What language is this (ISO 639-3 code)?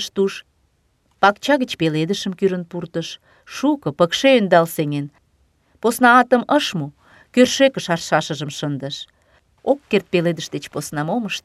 chm